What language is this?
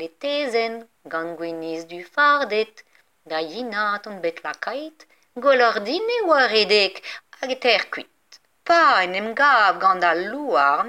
Breton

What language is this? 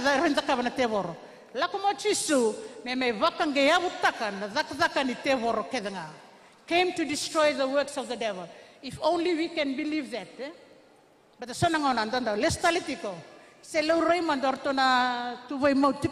Fijian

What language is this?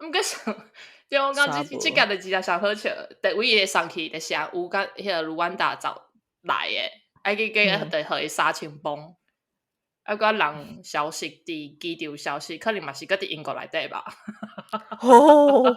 Min Nan Chinese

